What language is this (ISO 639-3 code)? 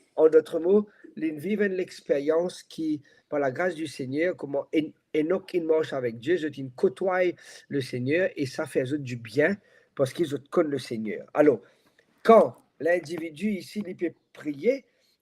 mfe